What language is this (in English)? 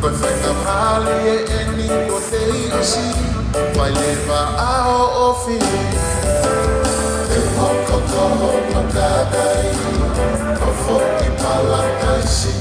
Tongan